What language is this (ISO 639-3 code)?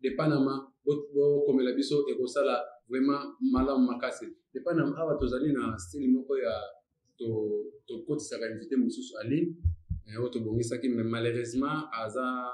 lin